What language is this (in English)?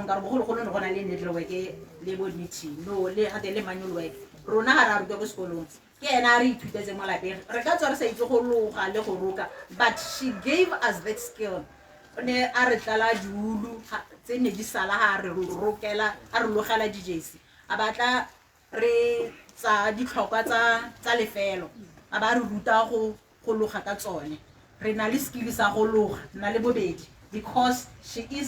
Tswana